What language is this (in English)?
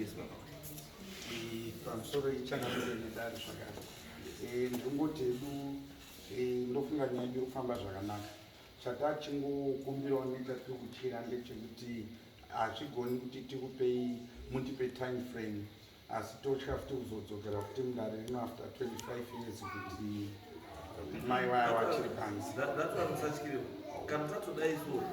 Shona